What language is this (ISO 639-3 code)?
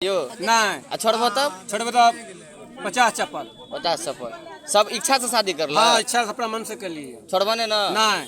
mai